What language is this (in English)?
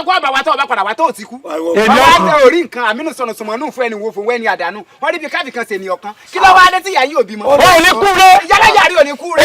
Yoruba